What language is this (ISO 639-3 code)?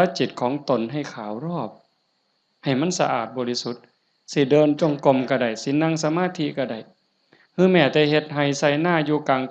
lao